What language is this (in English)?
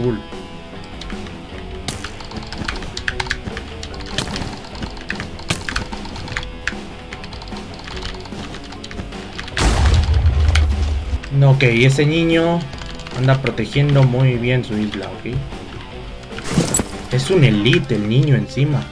Spanish